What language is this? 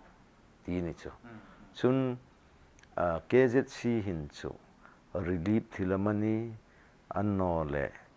Hmar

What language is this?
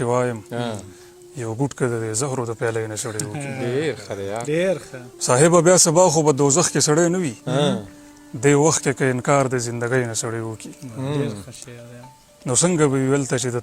Pashto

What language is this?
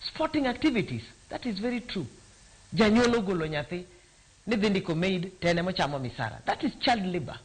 Luo (Kenya and Tanzania)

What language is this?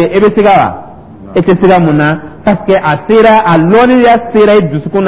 Dyula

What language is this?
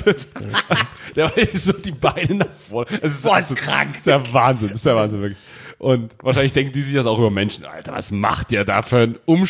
German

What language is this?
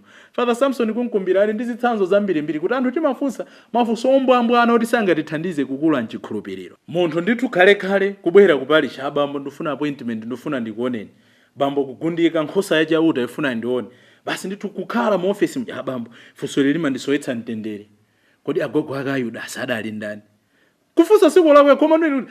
Nyanja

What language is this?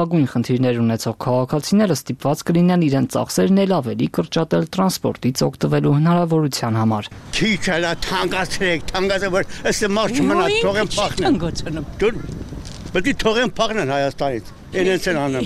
Armenian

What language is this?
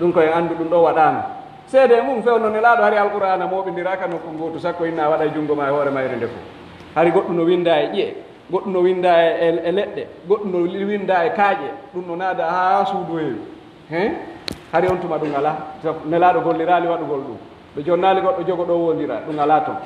Pular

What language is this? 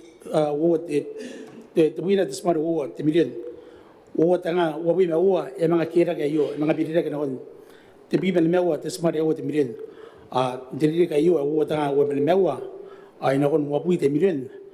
Gilbertese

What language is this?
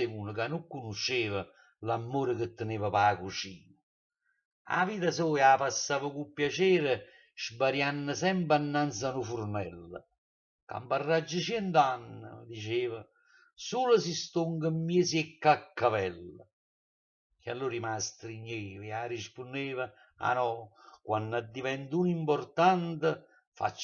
Neapolitan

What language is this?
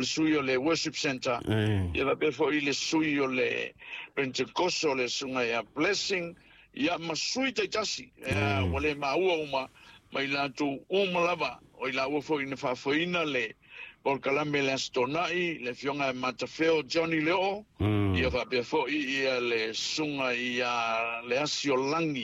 Samoan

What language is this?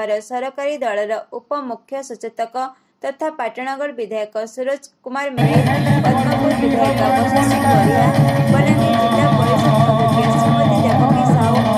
Odia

